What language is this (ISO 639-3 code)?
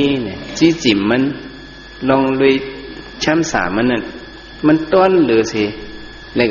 shn